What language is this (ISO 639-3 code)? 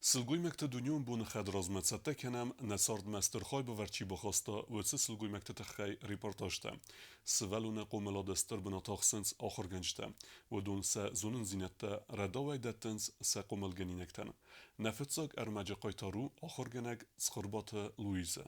oss